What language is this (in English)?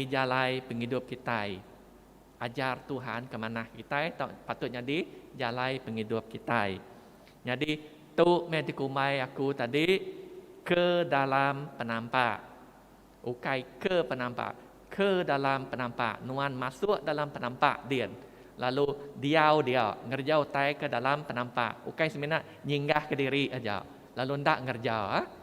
Iban